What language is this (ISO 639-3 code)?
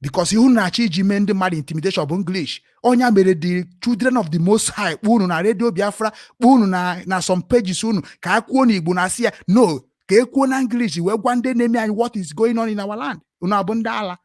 ibo